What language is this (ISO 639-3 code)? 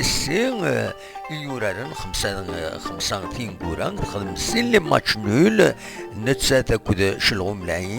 kab